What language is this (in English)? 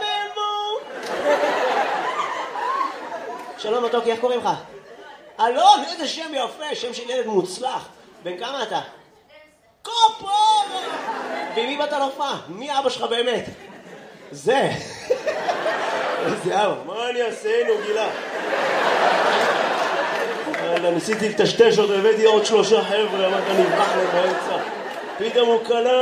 Hebrew